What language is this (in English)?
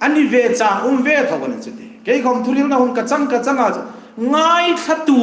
Hmar